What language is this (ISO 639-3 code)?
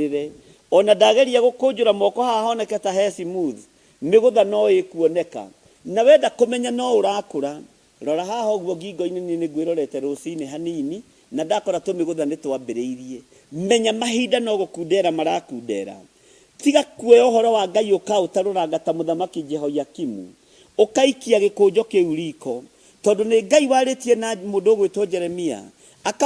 kik